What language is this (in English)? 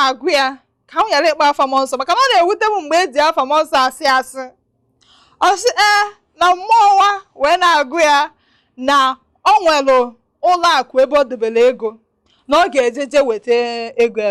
Igbo